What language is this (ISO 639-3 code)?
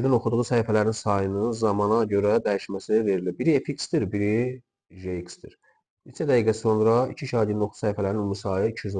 aze